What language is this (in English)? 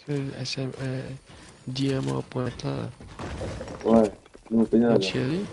Morisyen